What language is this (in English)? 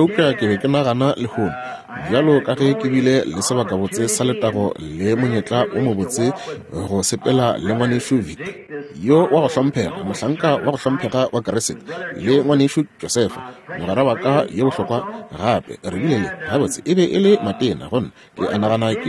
Northern Sotho